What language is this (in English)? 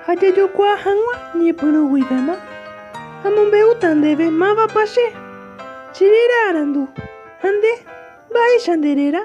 Guarani